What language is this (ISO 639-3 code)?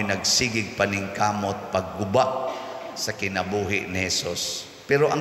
ceb